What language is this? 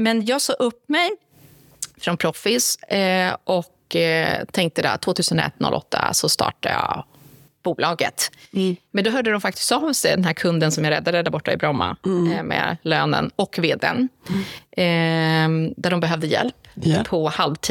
Swedish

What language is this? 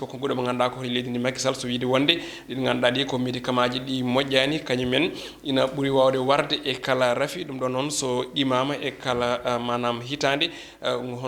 Fula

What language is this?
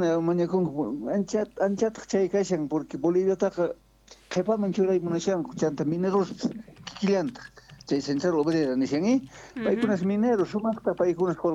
South Bolivian Quechua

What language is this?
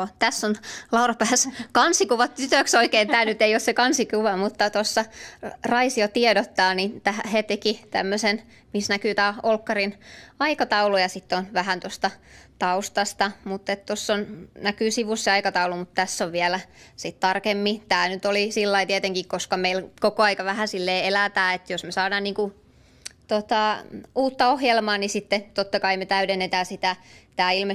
Finnish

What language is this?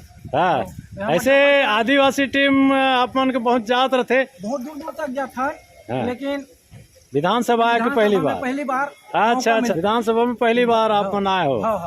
Chhattisgarhi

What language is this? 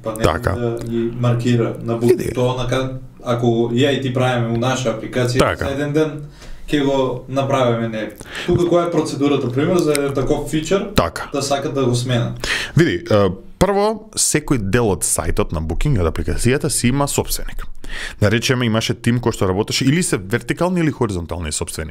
Macedonian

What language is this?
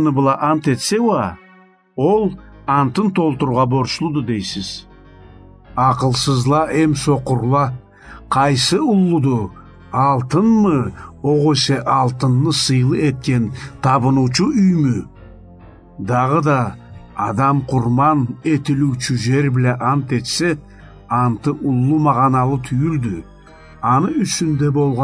Karachay-Balkar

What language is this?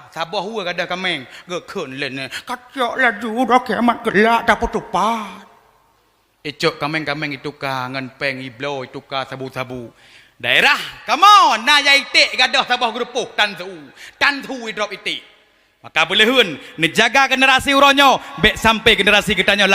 Achinese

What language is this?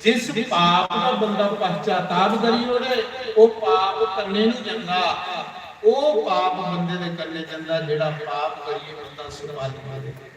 Dogri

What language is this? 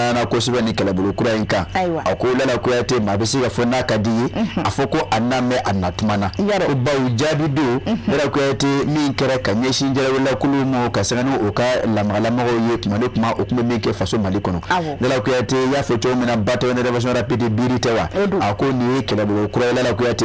Bambara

